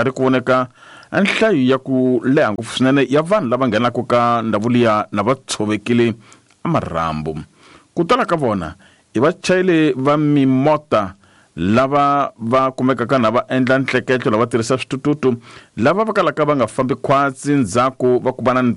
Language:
Tsonga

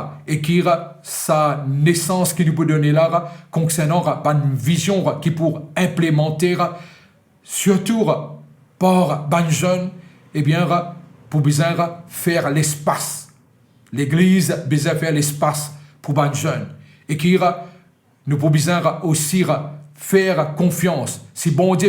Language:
Morisyen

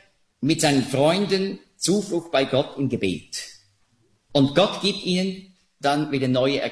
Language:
German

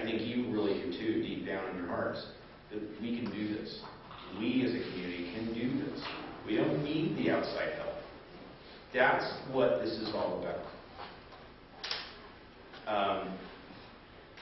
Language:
English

